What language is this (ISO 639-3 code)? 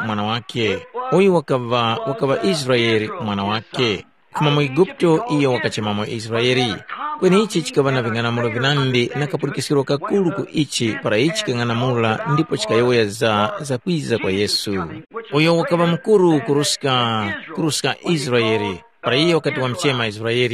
tum